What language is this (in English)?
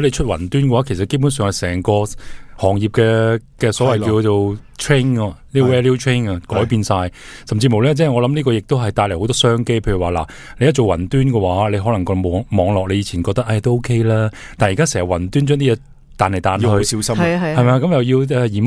Cantonese